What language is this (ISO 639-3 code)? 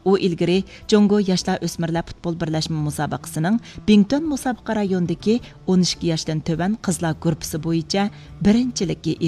uig